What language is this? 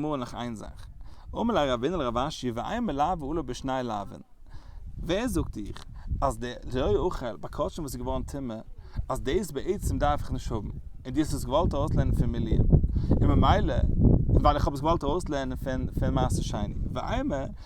Yiddish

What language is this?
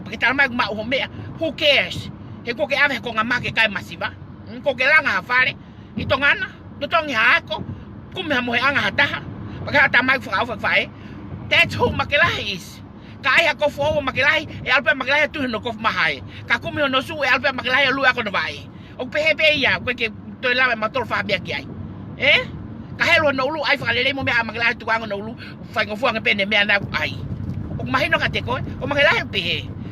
Tongan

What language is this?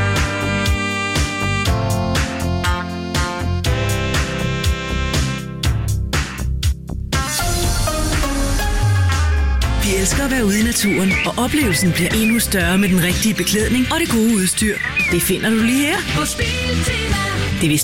Danish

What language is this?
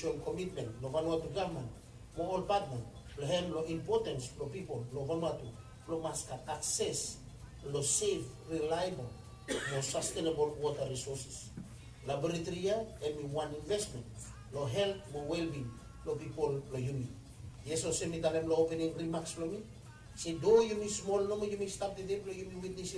Bislama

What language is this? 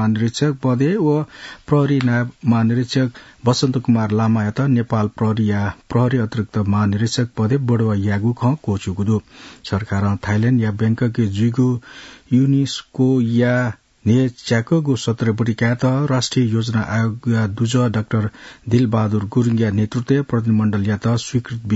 Newari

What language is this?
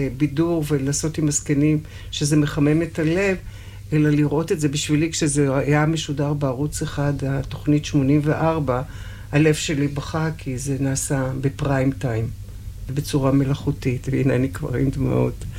Hebrew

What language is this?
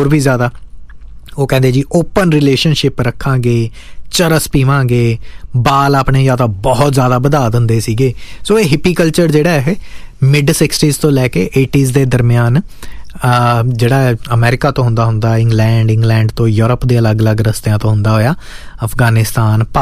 Punjabi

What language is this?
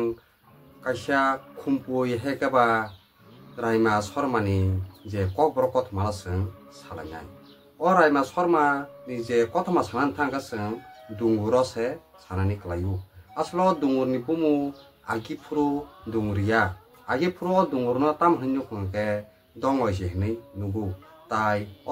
Kok Borok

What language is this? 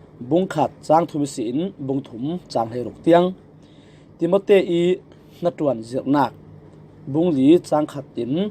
Falam Chin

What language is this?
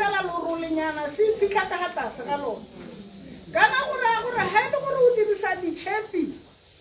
Tswana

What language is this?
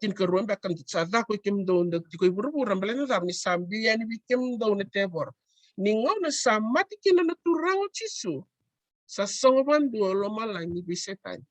Fijian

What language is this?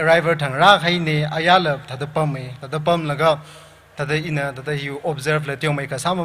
Tangkhul Naga (India)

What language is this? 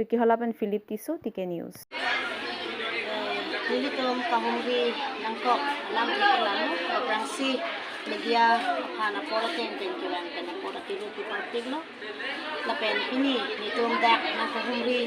Karbi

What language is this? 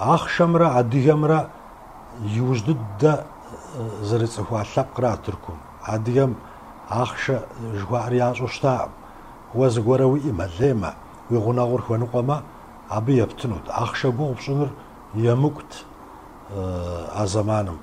Kabardian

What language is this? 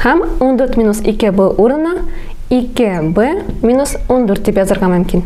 Tatar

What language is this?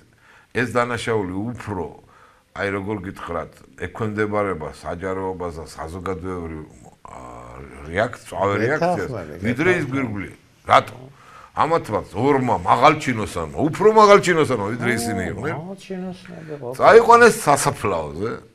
Georgian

